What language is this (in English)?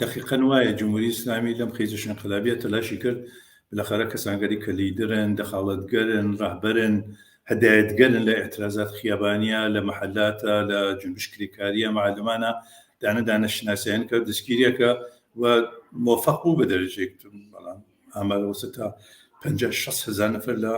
Central Kurdish